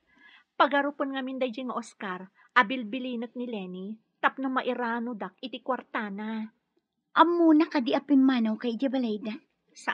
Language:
Iloko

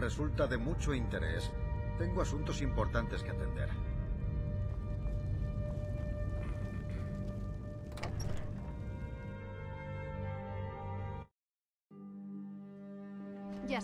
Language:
Spanish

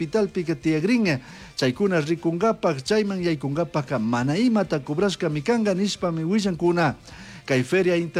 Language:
Chimborazo Highland Quichua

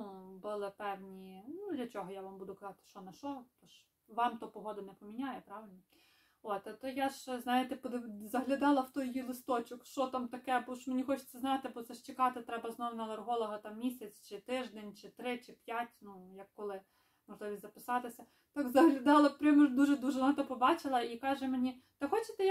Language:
Ukrainian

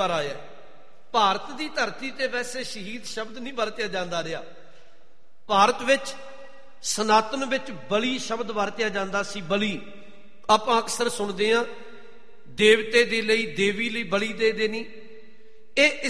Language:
Punjabi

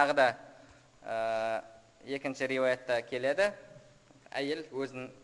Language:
Kazakh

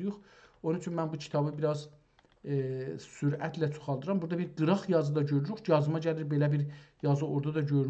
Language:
South Azerbaijani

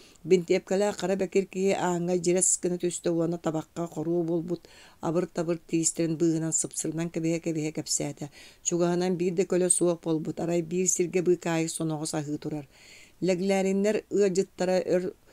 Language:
Yakut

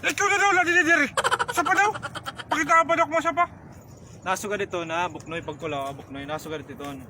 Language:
Waray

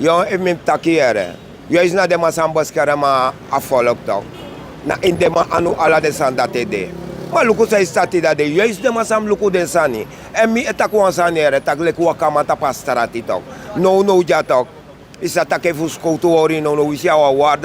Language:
Sranan Tongo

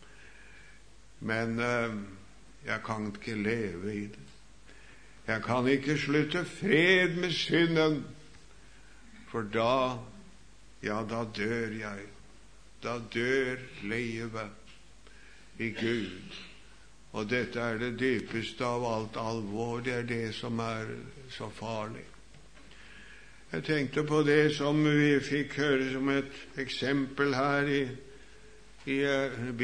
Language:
Norwegian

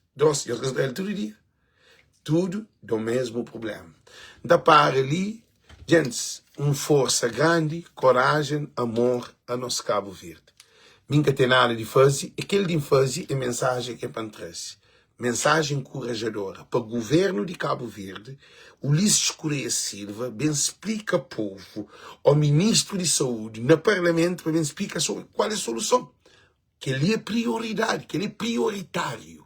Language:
Kabuverdianu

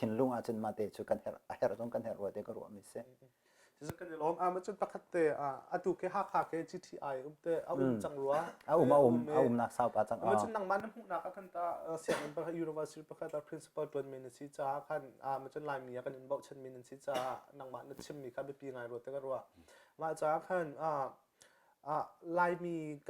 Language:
Hakha Chin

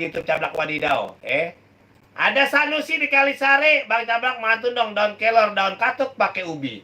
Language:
Betawi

